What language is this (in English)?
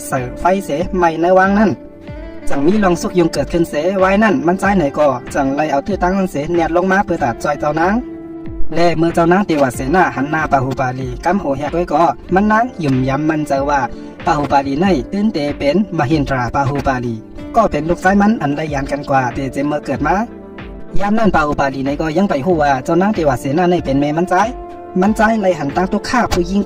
Shan